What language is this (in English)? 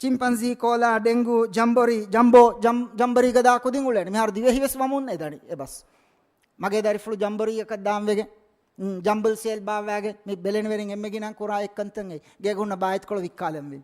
Divehi